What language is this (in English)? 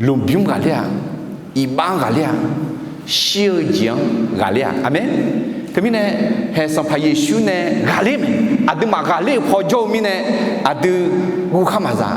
Akha